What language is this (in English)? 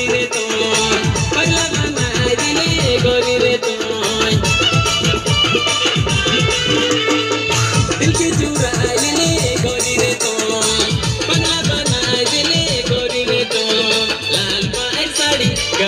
Bhojpuri